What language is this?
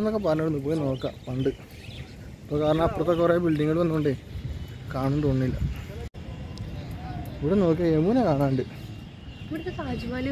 Malayalam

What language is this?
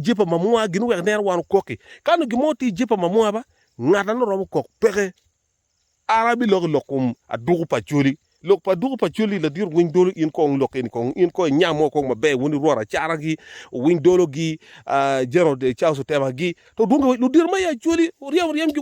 Acoli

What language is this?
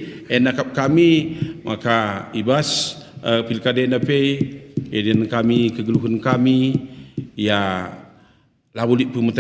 Batak Karo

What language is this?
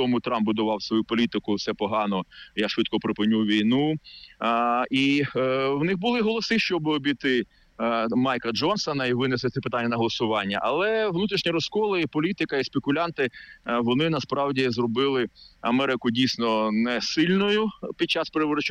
Ukrainian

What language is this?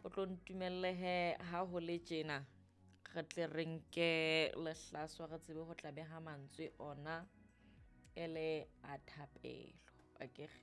Southern Sotho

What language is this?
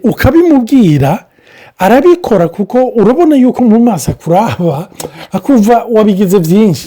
Rundi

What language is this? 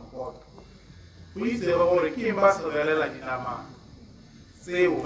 Tswana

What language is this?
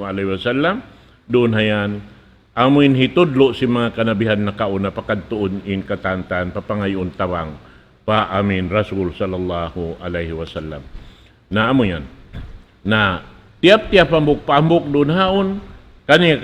Tausug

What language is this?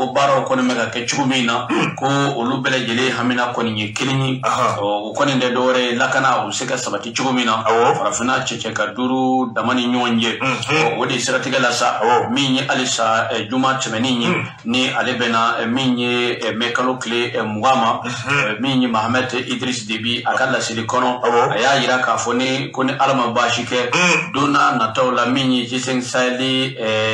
Bambara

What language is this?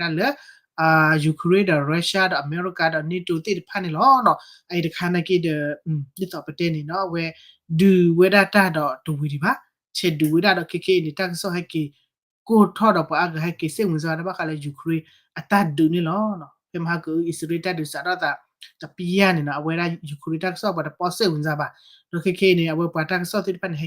S'gaw Karen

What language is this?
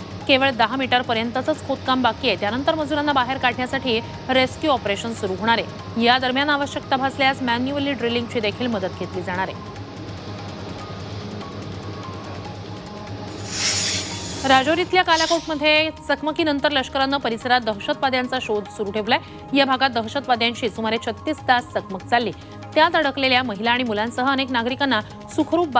Marathi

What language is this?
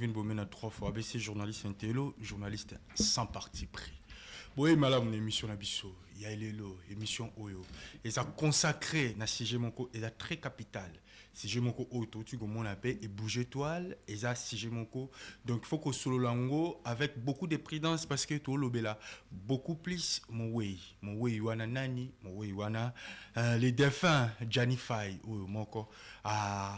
Lingala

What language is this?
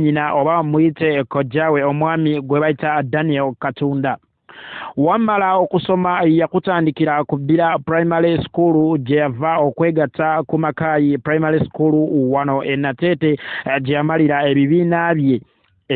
Ganda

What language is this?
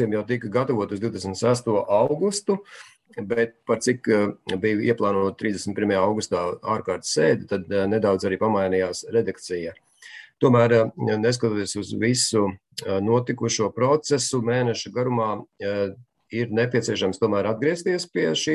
Latvian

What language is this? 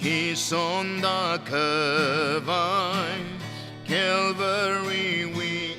Tangkhul Naga (India)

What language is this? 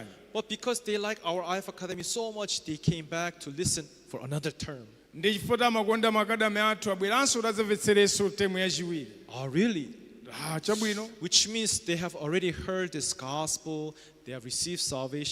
Nyanja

